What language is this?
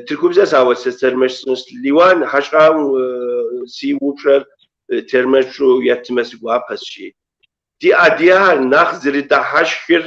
Kabardian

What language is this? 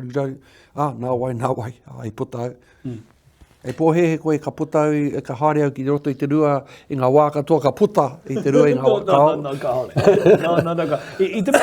Māori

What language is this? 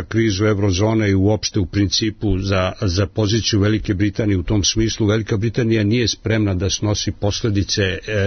Serbian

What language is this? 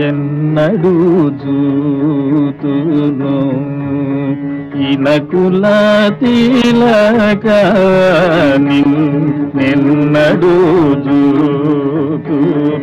Telugu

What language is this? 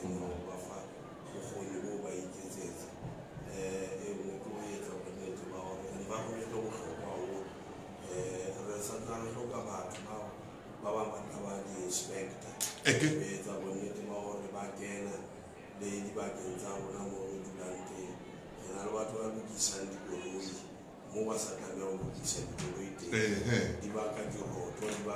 Southern Sotho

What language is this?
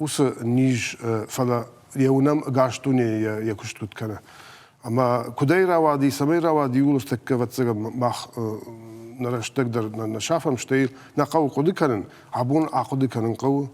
Ossetic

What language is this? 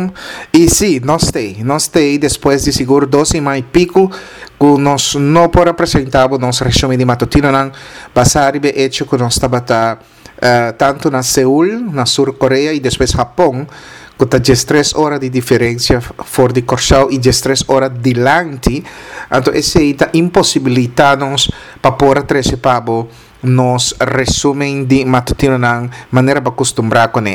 Papiamento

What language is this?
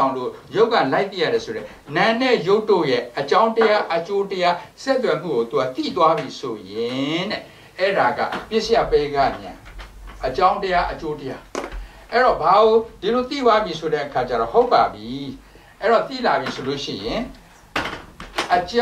Burmese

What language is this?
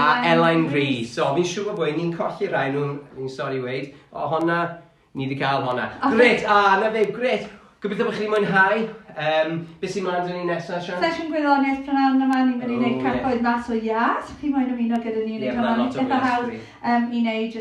Welsh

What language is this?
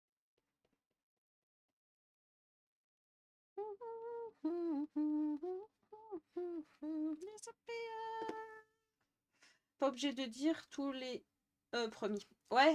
French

